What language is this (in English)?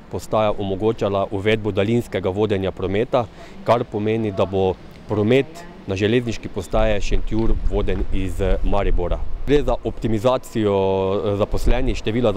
Slovenian